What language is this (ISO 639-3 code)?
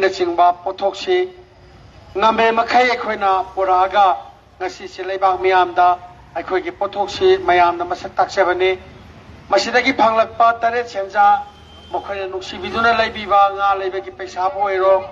mni